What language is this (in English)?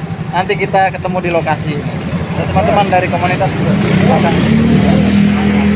Indonesian